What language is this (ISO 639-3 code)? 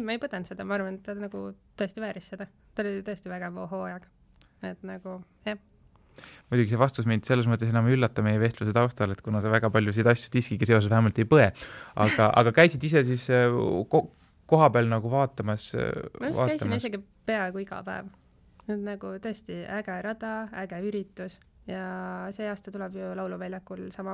est